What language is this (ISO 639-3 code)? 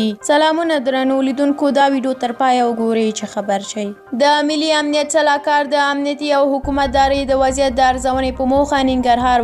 pus